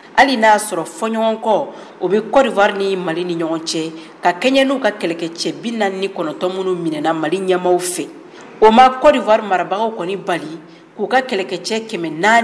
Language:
Bambara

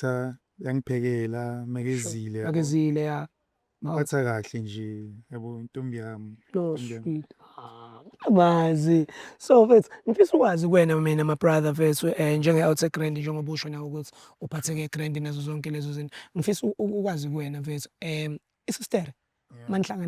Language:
Zulu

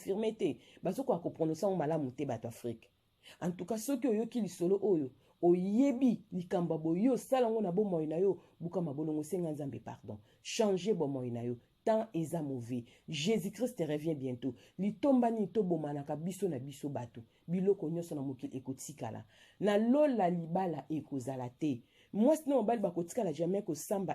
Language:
Lingala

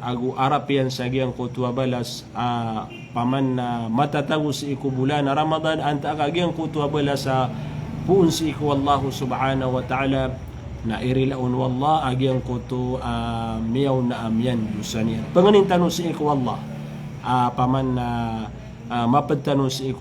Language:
Maranao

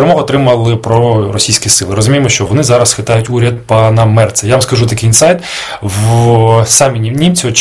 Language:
Ukrainian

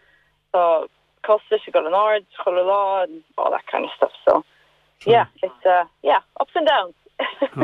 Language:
Irish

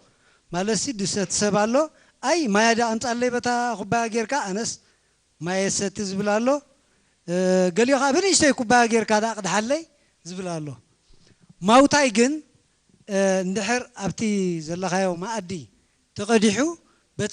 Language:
Tigrinya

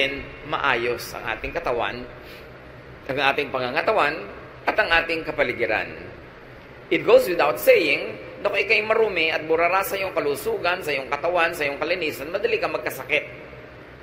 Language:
Filipino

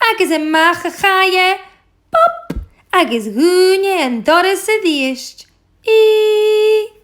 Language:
Scottish Gaelic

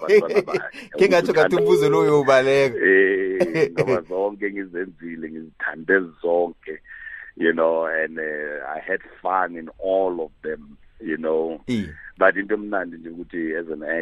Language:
South Ndebele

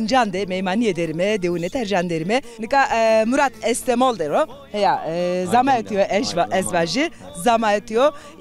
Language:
Zaza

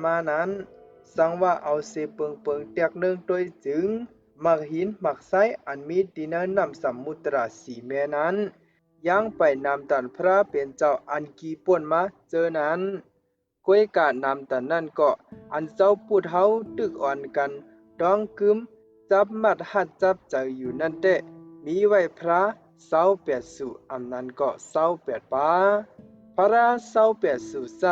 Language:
Shan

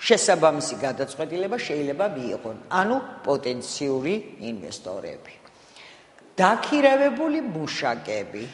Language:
Georgian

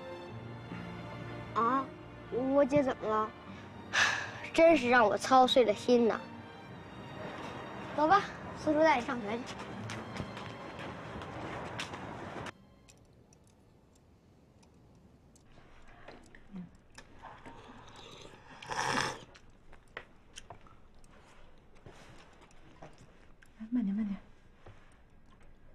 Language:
Chinese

